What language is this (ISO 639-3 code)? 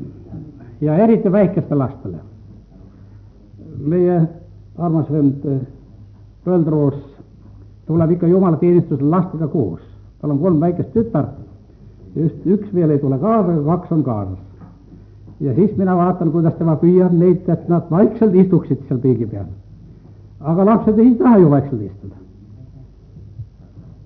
est